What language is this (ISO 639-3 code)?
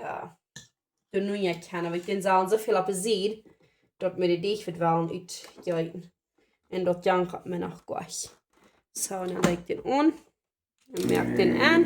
pdt